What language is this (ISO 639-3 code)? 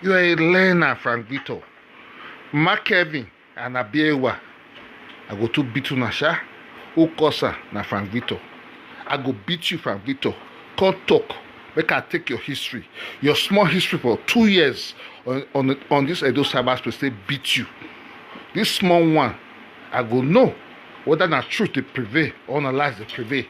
pcm